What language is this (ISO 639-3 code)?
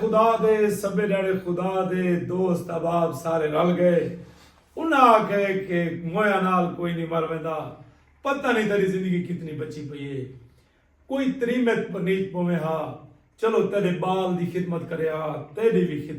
skr